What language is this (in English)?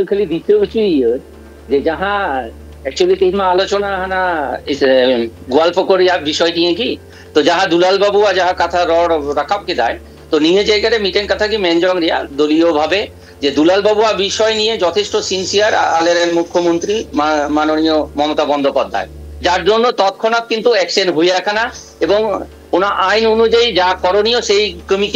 Santali